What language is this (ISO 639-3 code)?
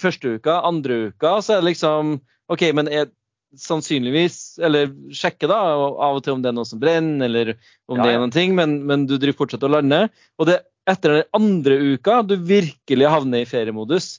nor